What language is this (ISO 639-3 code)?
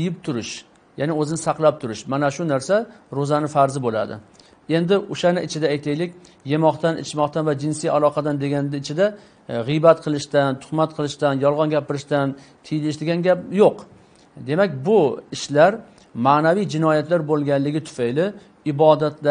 uzb